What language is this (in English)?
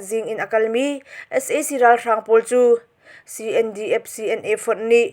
Hakha Chin